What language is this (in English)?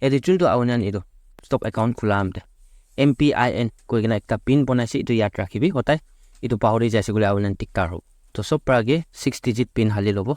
Naga Pidgin